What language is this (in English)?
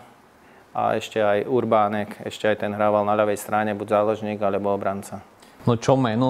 Slovak